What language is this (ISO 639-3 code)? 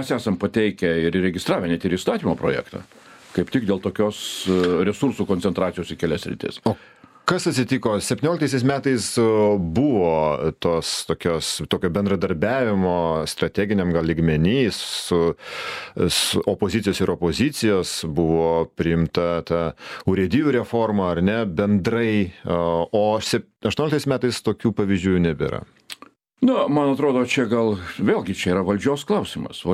lit